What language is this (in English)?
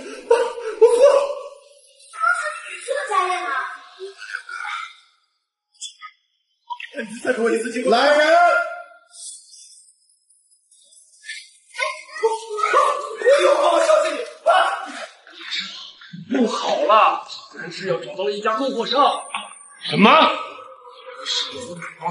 Chinese